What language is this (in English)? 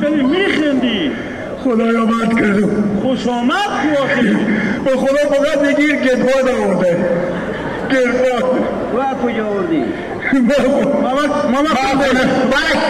Hazaragi